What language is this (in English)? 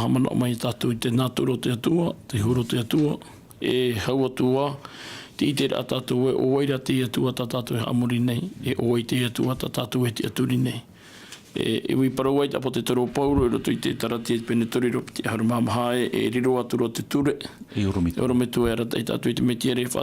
Tahitian